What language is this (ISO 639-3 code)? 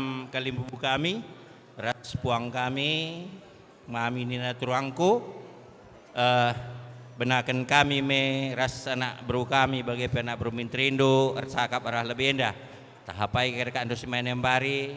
btx